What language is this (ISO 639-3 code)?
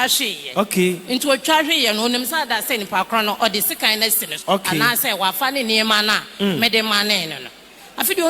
aka